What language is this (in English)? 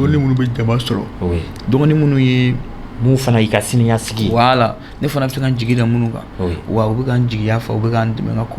Bambara